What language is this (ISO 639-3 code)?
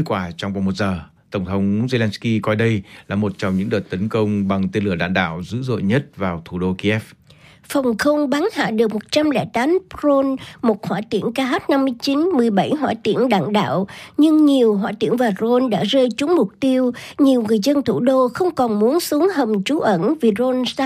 vie